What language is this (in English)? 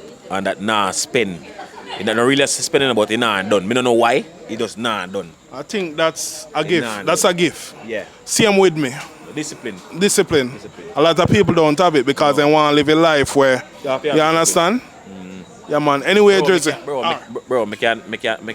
Jamaican Creole English